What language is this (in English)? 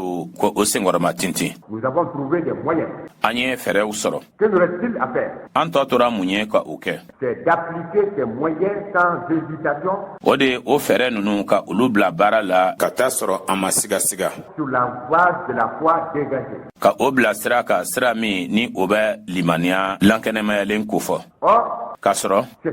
Bambara